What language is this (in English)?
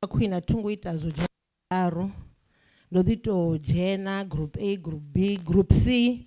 Venda